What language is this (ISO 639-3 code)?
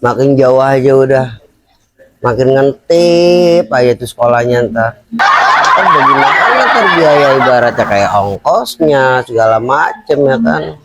bew